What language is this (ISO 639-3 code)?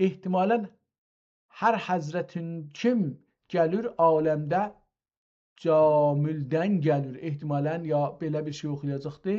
azb